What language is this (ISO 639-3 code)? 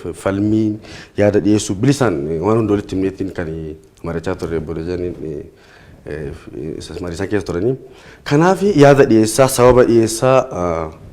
orm